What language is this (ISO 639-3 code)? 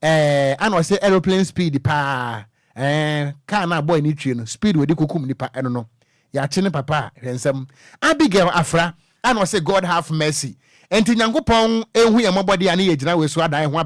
aka